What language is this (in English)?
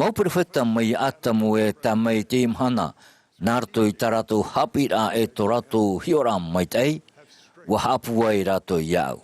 Tahitian